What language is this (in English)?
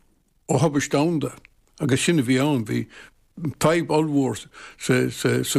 Irish